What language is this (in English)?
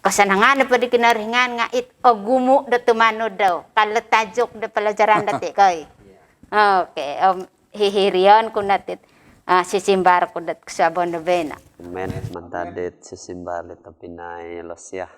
Central Dusun